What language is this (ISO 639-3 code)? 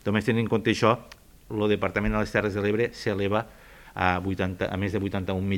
cat